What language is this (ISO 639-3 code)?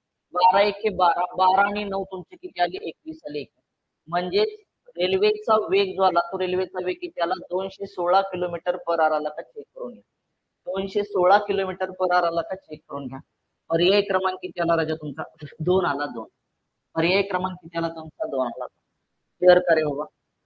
mar